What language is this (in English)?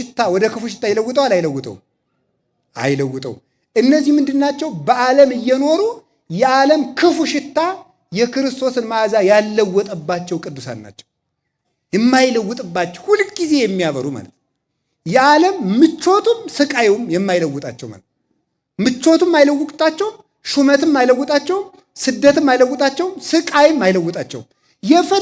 Amharic